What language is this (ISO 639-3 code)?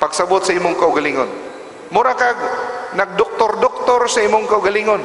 ceb